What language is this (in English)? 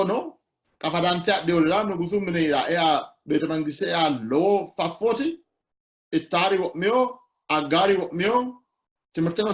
Sidamo